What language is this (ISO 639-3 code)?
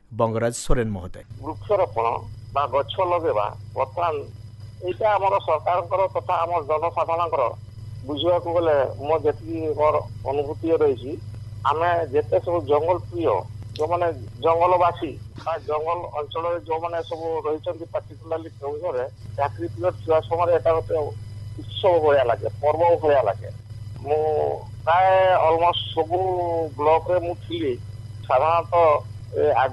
ori